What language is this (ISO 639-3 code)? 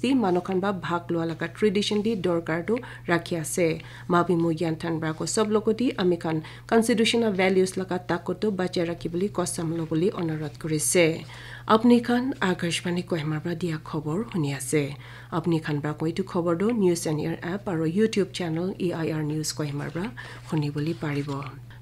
nag